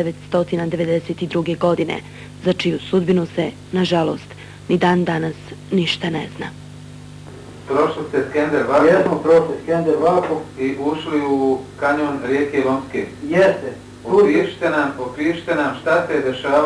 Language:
Bosnian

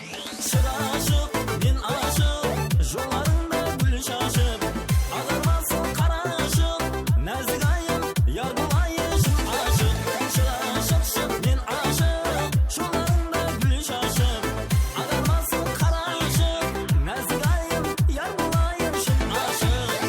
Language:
Kara-Kalpak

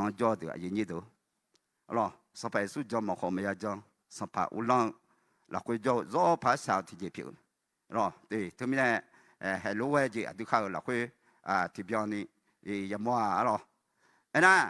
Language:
Akha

